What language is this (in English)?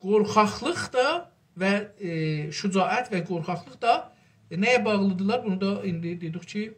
South Azerbaijani